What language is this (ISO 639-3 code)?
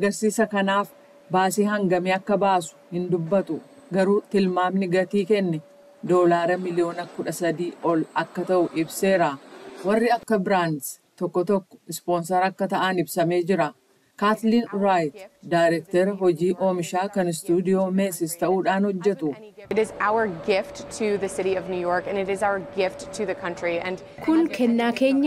orm